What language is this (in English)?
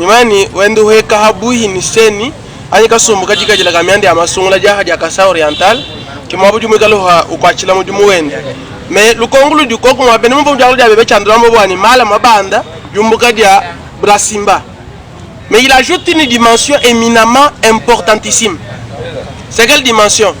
Luba-Lulua